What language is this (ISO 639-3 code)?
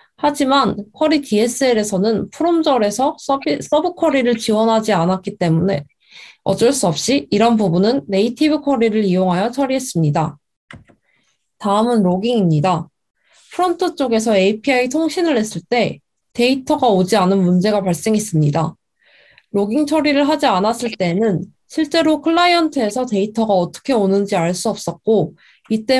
kor